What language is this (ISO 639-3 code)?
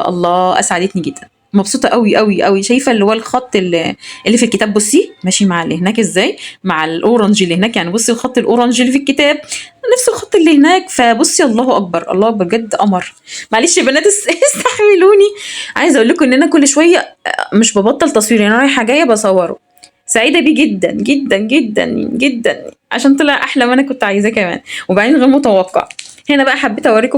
arz